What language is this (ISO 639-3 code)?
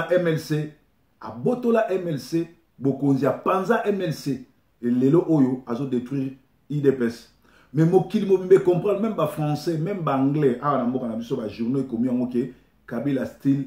lin